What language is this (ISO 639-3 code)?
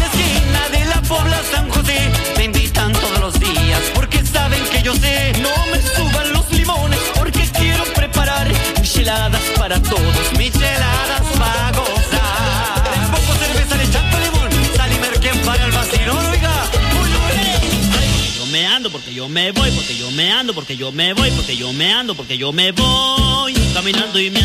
spa